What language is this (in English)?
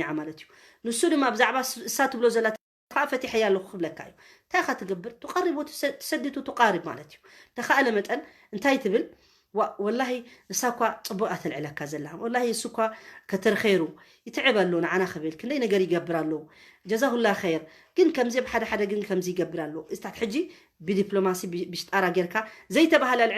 Tigrinya